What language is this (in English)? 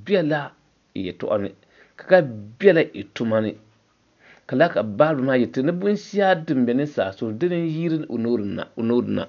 Dagbani